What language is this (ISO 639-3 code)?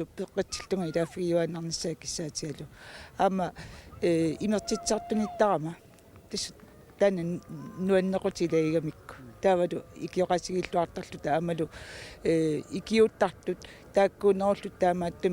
kal